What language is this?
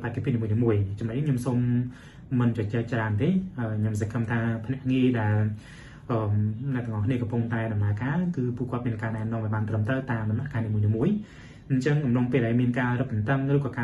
Khmer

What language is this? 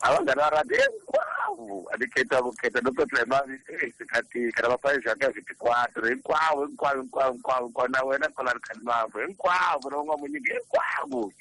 Tsonga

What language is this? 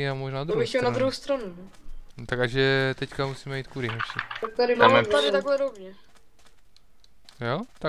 Czech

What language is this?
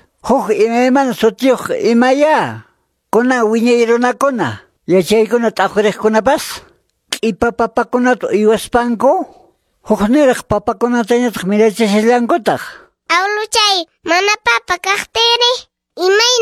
Quechua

